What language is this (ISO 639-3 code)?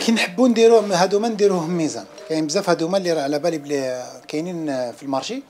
arq